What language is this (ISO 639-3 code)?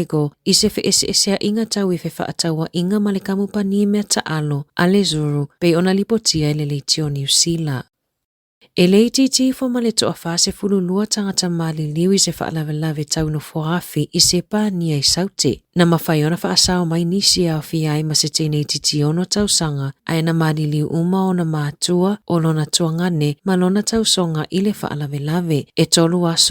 smo